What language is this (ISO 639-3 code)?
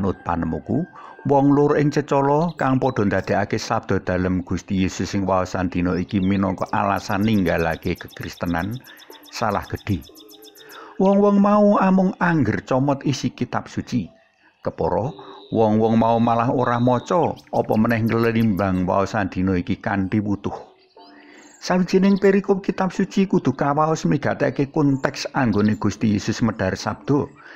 jav